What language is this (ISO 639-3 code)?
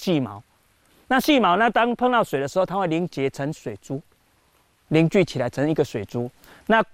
zho